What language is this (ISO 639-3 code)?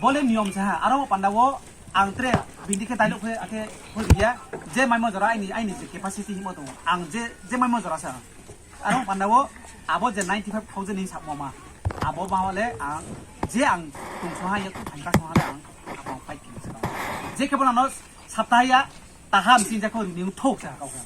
ria